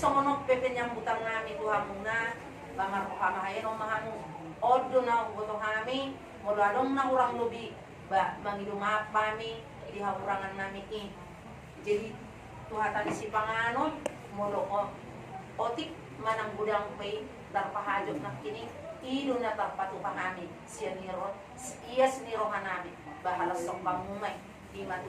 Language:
Batak Toba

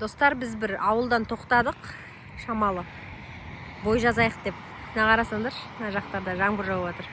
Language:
Kazakh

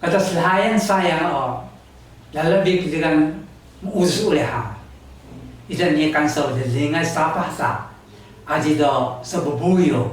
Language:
Taroko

